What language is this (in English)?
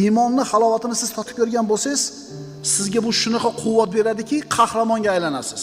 Uzbek